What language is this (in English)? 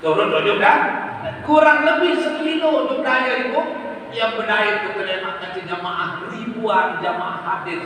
Sasak